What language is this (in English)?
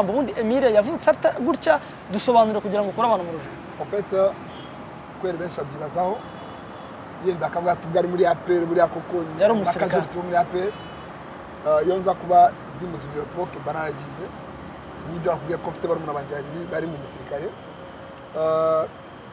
Kinyarwanda